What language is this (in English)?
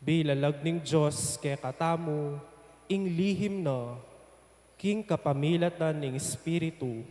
Pampanga